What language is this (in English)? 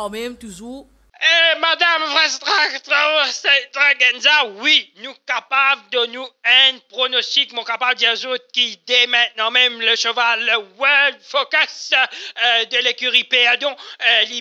Morisyen